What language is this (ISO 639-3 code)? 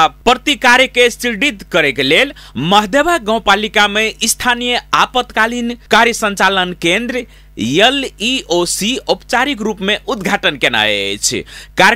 mai